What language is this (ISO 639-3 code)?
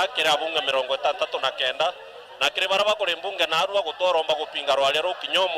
mer